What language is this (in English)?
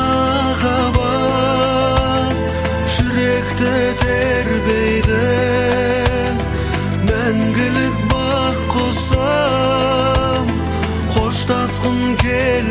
Kazakh